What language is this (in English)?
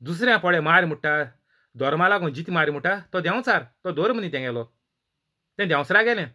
Konkani